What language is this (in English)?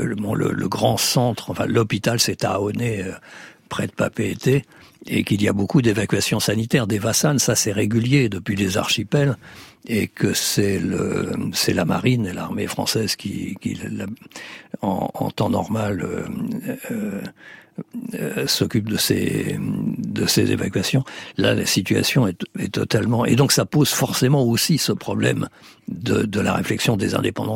French